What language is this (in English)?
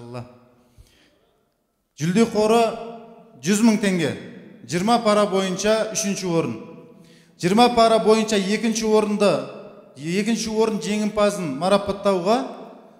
Kazakh